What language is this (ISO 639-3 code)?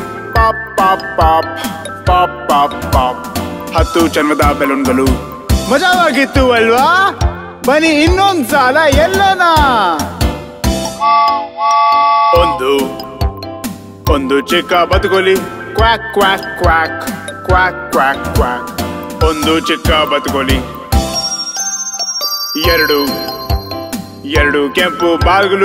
kan